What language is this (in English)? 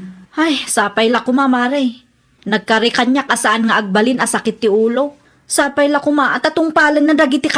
Iloko